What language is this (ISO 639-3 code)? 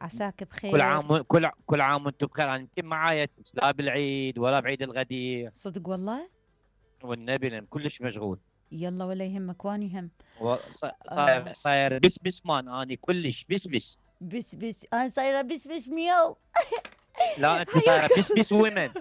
acm